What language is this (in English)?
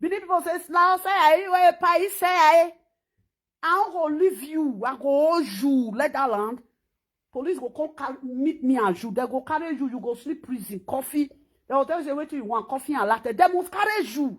Nigerian Pidgin